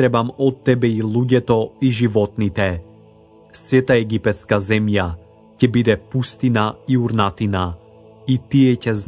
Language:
Macedonian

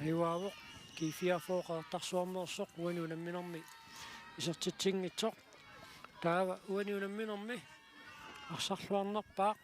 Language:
Kalaallisut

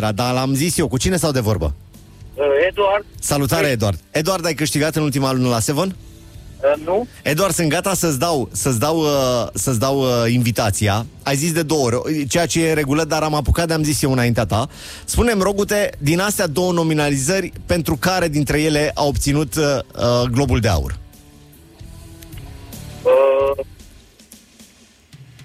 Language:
Romanian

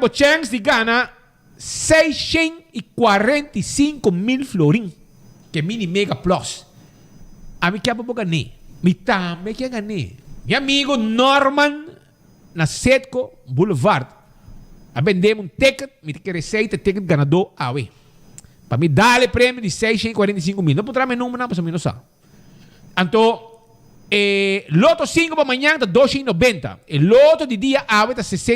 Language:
Papiamento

